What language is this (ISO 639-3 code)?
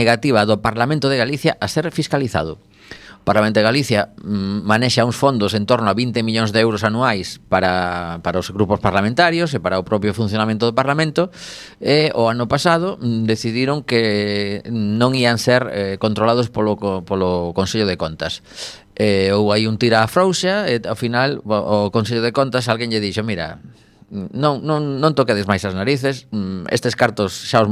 glg